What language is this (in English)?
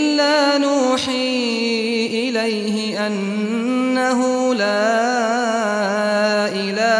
Arabic